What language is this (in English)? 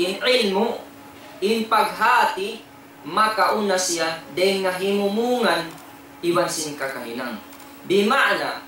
Tausug